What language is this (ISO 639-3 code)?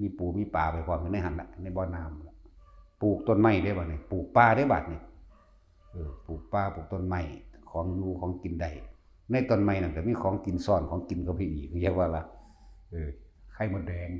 tts